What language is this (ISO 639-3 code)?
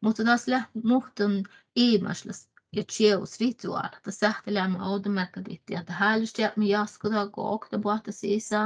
sme